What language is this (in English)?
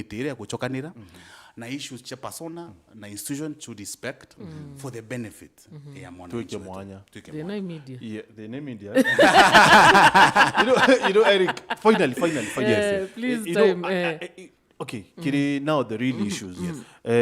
Meru